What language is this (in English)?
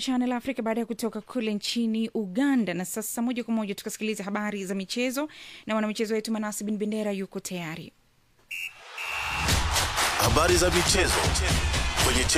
Swahili